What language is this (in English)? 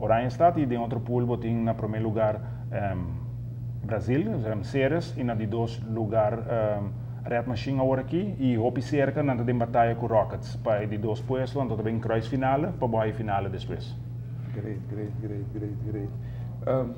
Papiamento